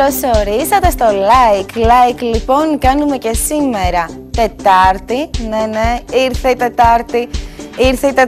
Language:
Greek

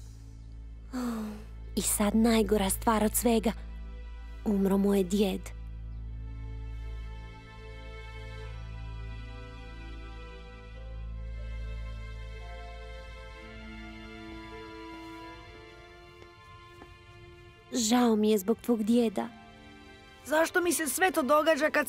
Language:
Croatian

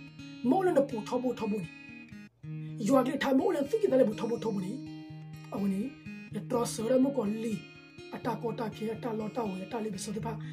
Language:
S'gaw Karen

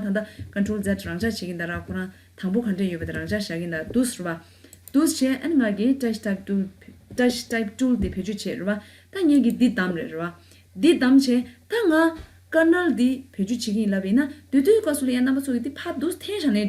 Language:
Tibetan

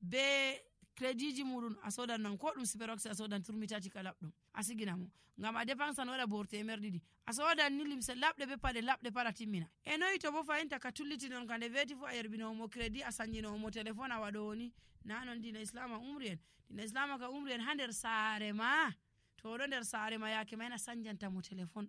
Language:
Nigerian Fulfulde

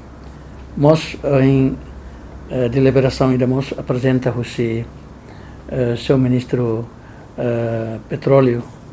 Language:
Tetum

